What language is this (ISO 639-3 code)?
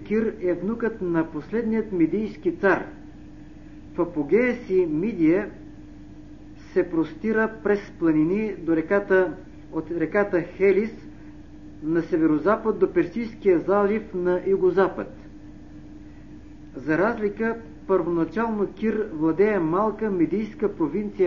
bul